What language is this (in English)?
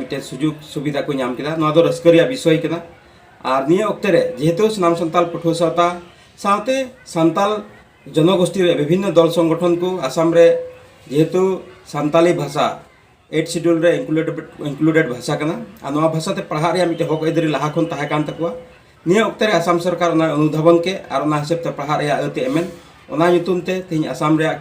Santali